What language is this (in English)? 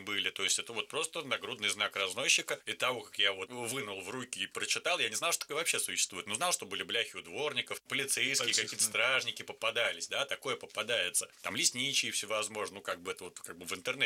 Russian